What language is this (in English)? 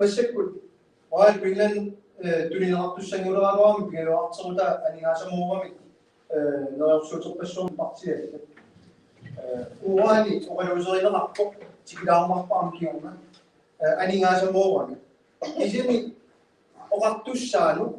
Kalaallisut